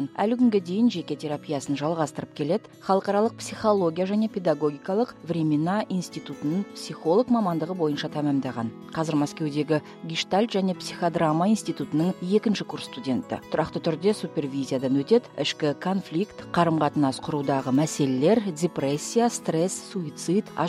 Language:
Kazakh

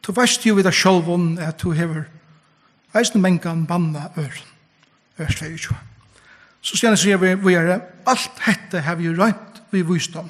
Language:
Faroese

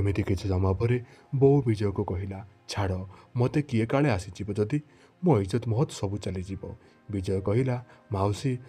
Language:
Odia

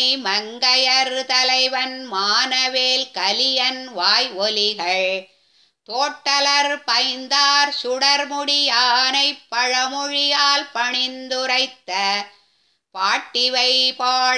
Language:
Tamil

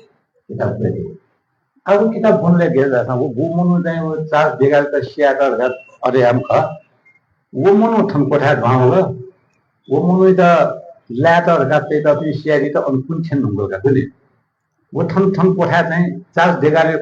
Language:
Newari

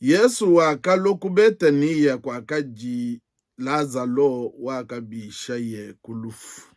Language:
Luba-Lulua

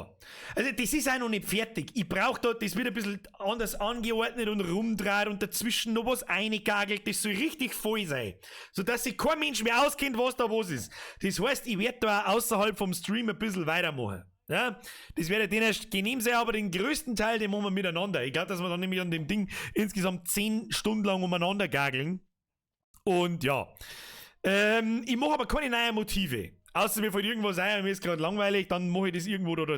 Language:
Bavarian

